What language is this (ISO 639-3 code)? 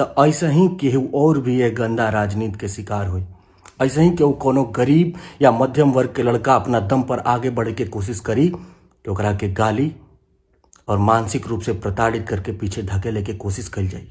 bho